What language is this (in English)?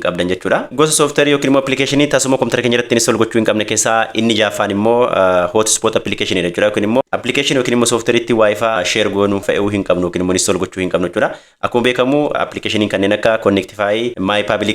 Oromo